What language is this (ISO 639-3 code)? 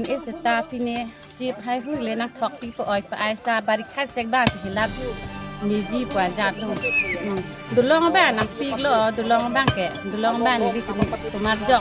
mjw